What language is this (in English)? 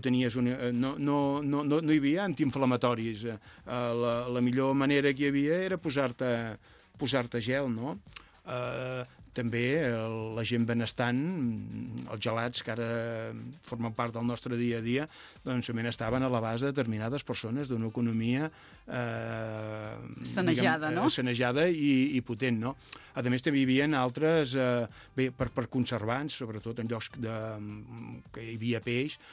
Catalan